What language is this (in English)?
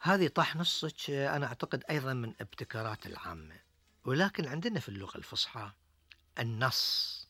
Gulf Arabic